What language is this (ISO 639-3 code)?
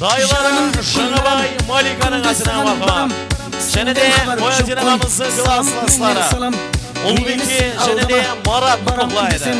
kaa